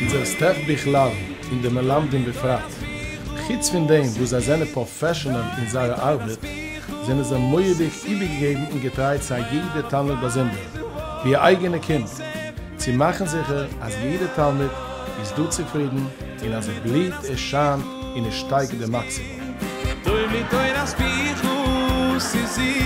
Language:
Yiddish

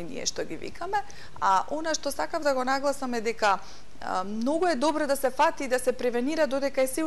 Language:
Macedonian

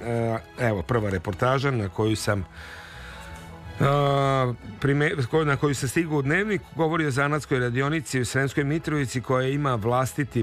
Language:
Serbian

